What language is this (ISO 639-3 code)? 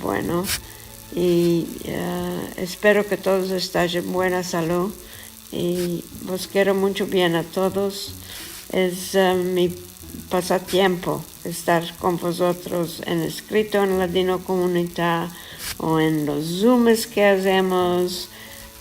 lad